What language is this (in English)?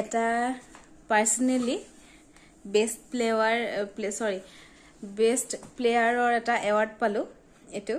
Assamese